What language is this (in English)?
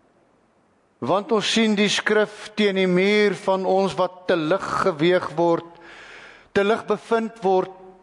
Afrikaans